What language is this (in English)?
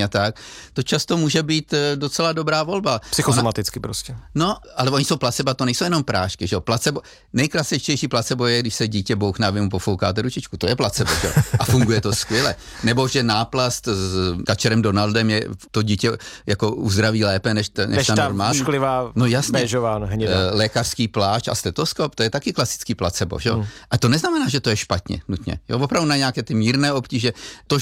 Czech